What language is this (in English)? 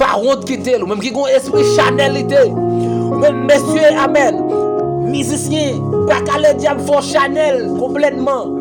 Haitian Creole